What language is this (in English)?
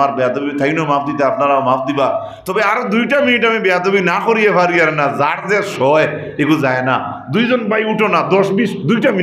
Sylheti